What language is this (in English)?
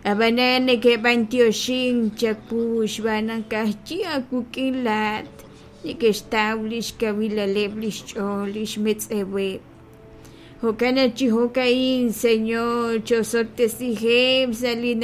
Kekchí